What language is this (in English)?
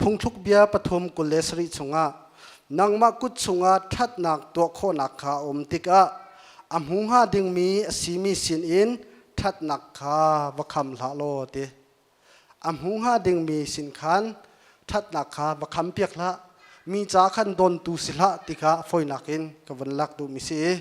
Hakha Chin